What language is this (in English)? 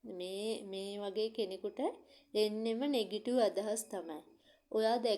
Sinhala